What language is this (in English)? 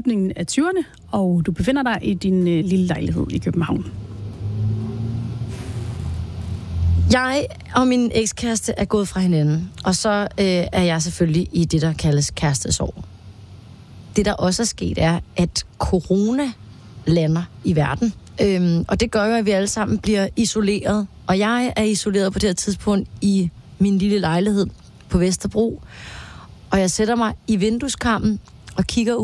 Danish